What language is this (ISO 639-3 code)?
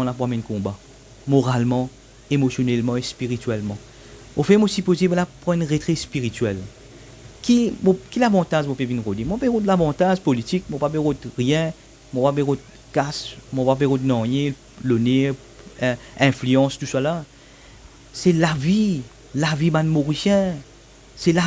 mfe